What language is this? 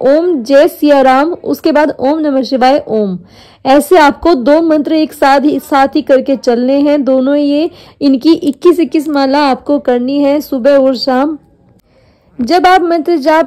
Hindi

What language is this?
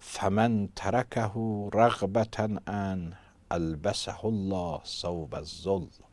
Azerbaijani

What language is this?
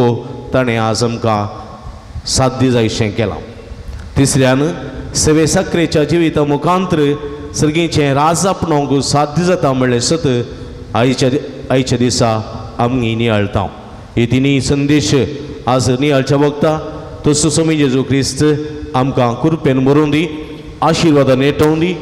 Konkani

